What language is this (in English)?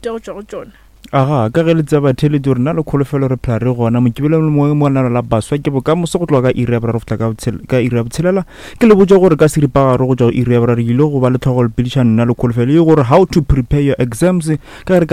Northern Sotho